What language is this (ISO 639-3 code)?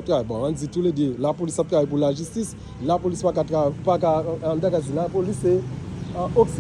hat